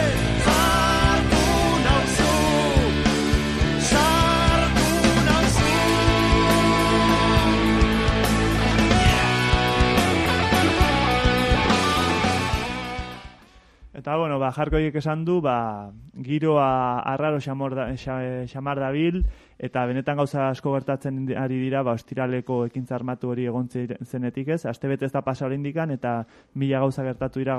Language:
Basque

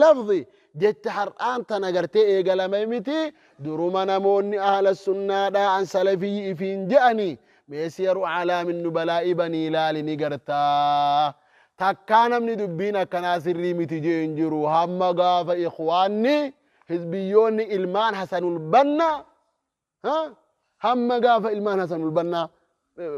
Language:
Oromo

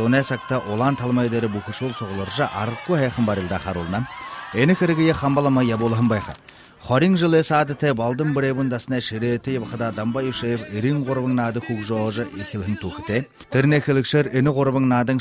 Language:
Buriat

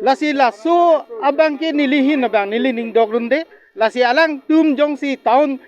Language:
Karbi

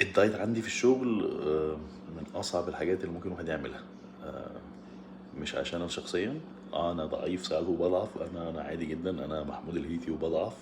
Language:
Egyptian Arabic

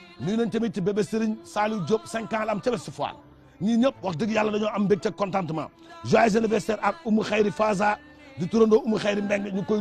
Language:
Wolof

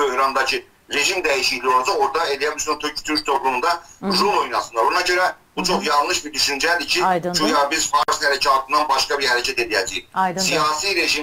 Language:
South Azerbaijani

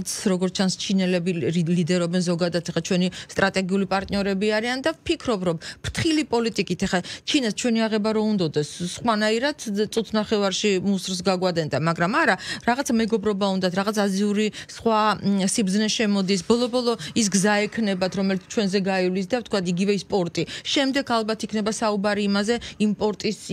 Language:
Georgian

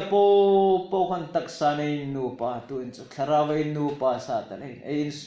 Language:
Hmar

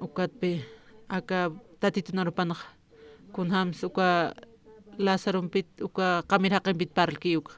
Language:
Aymara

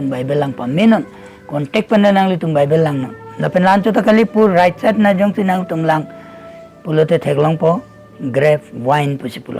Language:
Karbi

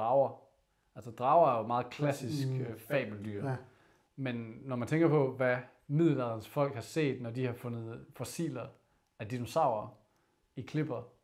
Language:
Danish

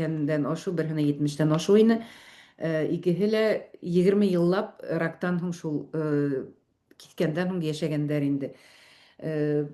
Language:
Bashkir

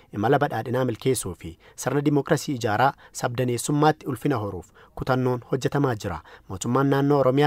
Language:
Oromo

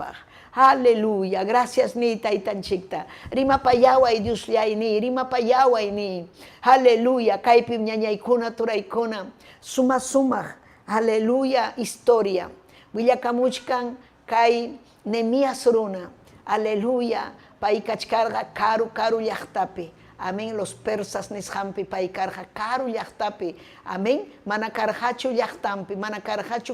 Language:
Ayacucho Quechua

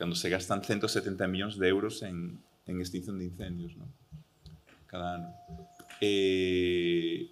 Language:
Galician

